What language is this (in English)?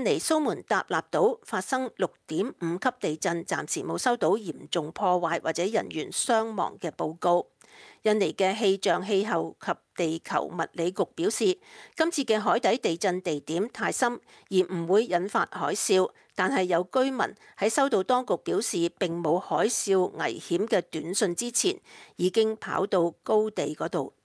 Cantonese